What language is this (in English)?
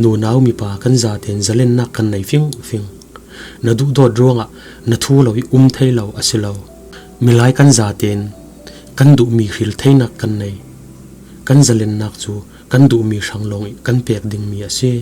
Falam Chin